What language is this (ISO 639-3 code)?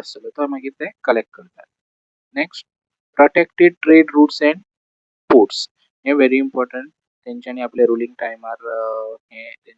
kok